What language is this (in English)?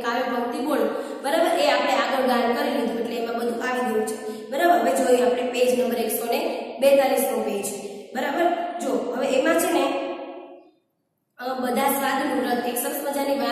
Gujarati